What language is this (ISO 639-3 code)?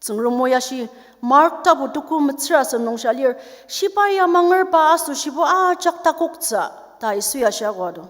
njo